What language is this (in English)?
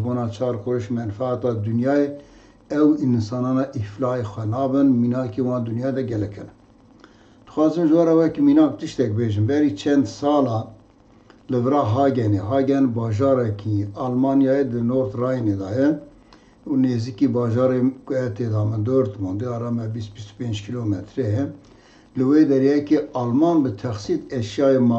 Kurdish